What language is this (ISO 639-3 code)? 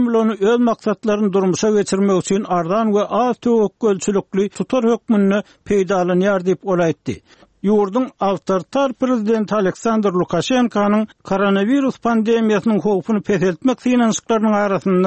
tuk